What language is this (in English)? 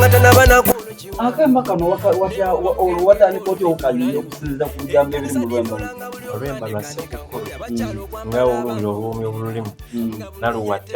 Soga